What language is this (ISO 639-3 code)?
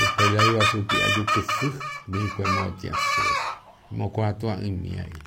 grn